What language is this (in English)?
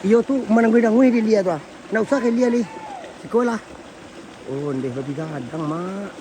Minangkabau